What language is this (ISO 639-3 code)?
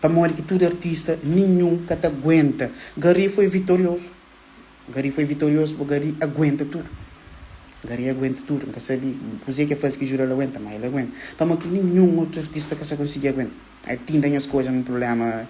kea